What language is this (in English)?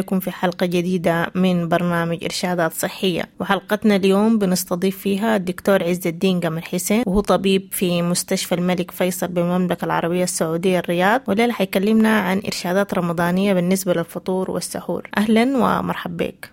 Sudanese Arabic